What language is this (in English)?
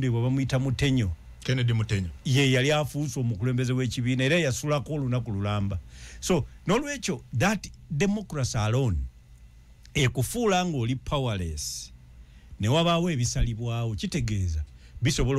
Ganda